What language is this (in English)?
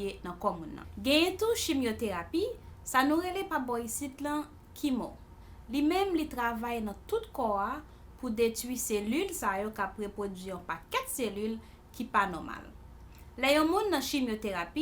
Haitian Creole